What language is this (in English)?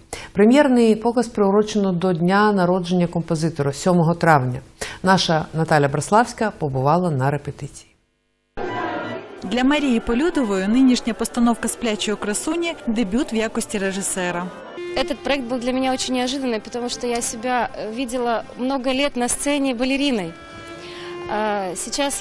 Ukrainian